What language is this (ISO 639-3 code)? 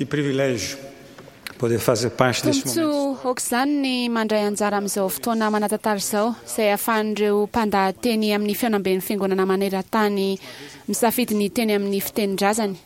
mlg